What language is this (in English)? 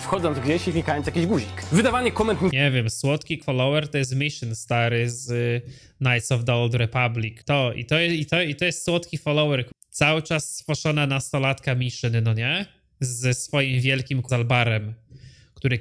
Polish